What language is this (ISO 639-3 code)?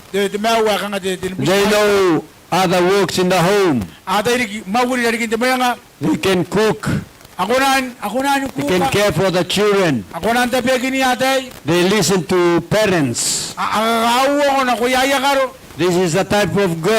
gil